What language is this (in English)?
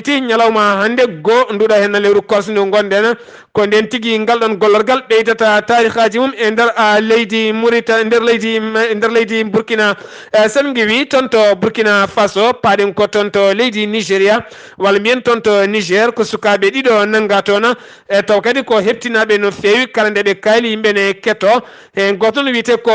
Fula